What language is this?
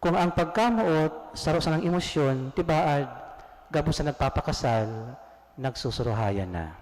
Bikol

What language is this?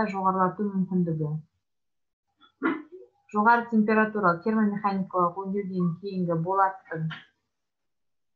Kazakh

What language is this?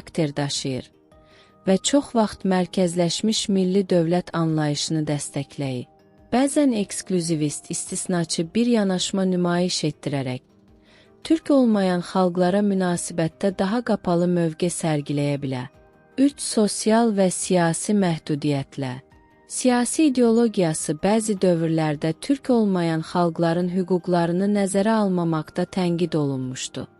South Azerbaijani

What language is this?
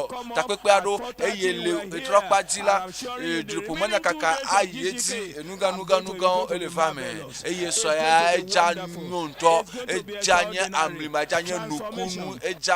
Ewe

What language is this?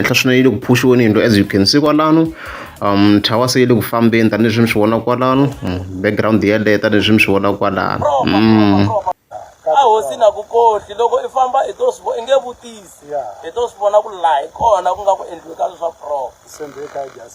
Tsonga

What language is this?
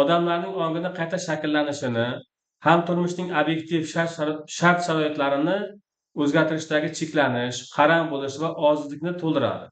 Uzbek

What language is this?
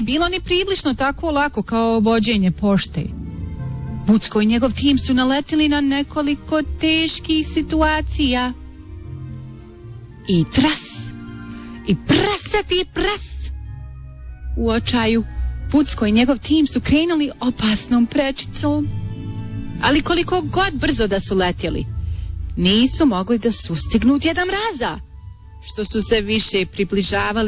Bosnian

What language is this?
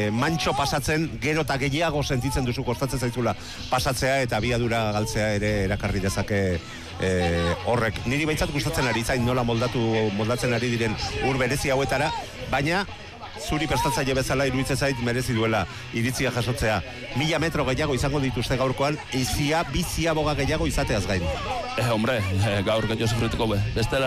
Basque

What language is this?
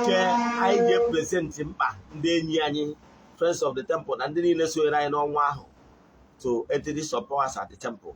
Igbo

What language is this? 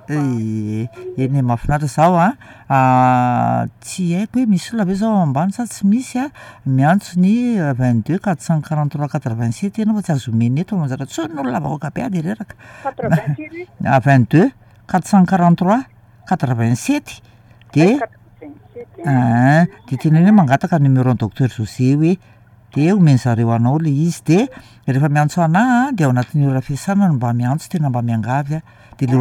Malagasy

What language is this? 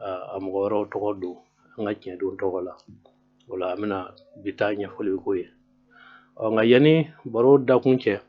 Bambara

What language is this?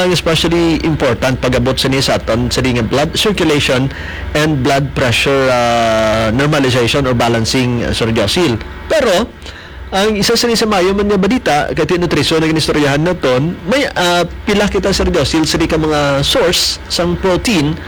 Hiligaynon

